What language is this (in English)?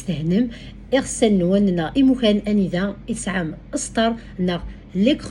Kabyle